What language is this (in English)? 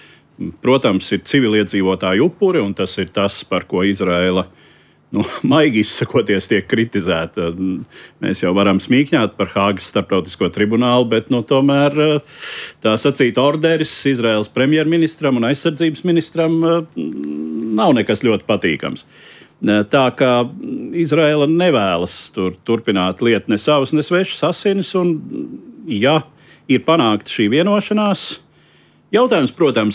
Latvian